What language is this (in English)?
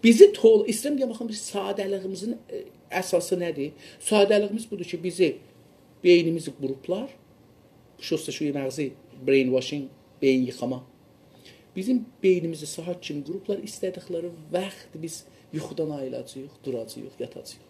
South Azerbaijani